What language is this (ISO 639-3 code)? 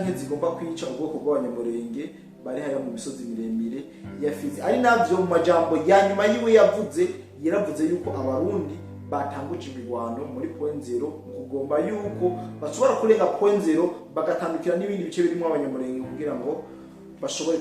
run